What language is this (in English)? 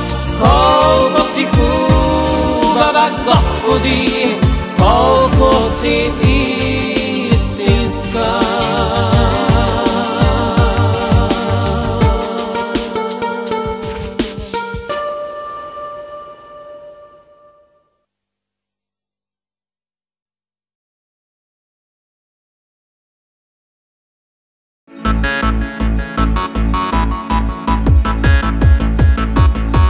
Bulgarian